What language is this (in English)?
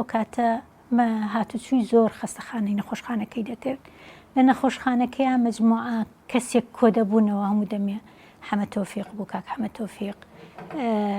Central Kurdish